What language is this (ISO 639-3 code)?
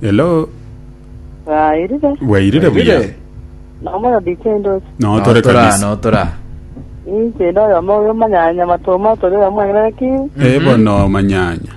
guz